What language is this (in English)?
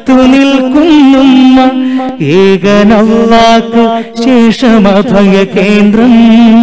Malayalam